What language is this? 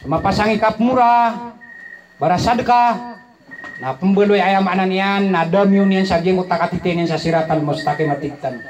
Maranao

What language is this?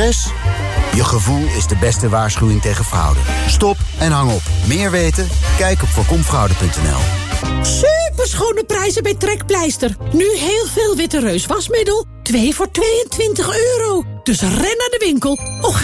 Dutch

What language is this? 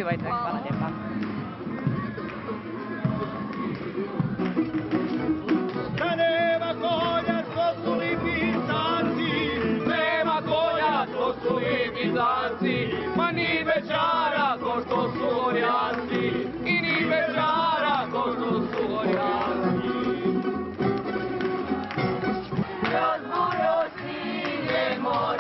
Croatian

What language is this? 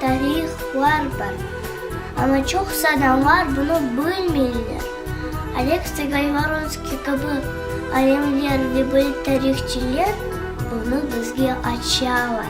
Crimean Tatar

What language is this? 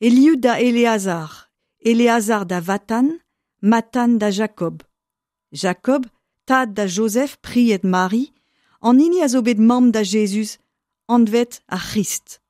Breton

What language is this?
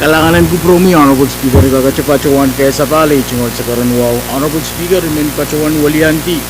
Pohnpeian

